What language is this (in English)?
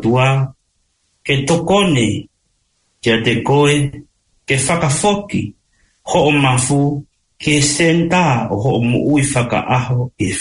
Tongan